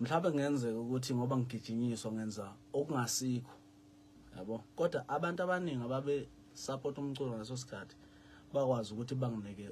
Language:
Zulu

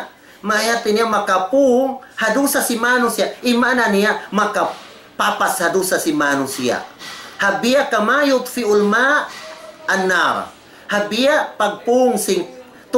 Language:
Tausug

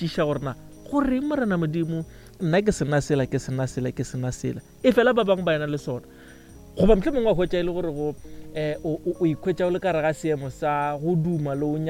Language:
Northern Sotho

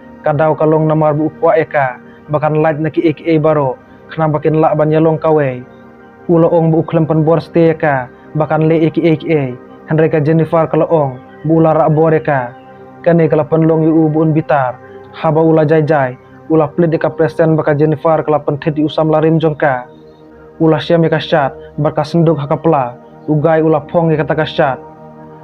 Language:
Khasi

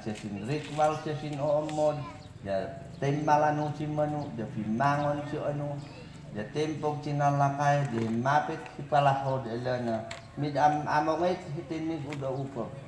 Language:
Mayoyao Ifugao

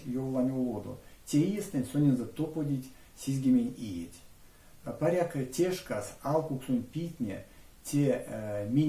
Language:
Erzya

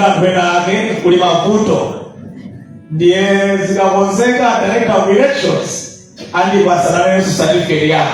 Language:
Nyanja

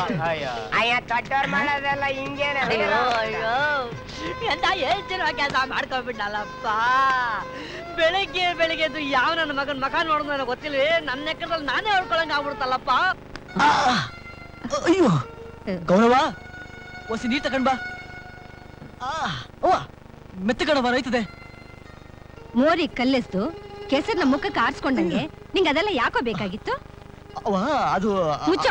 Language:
Kannada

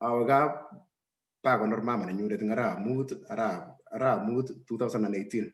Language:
Kalenjin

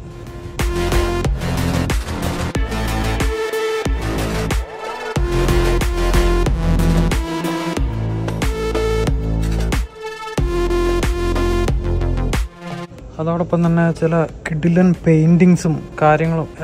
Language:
Malayalam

